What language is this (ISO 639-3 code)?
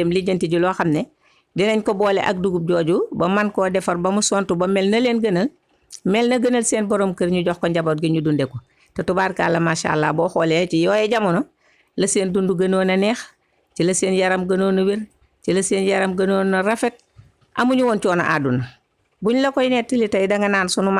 wol